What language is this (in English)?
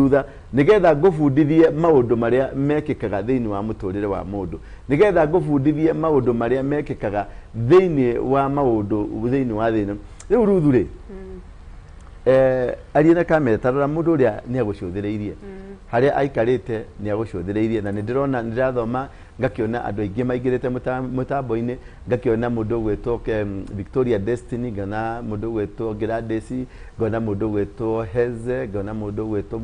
Kikuyu